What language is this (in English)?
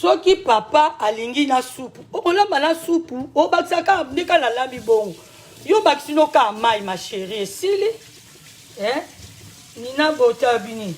Lingala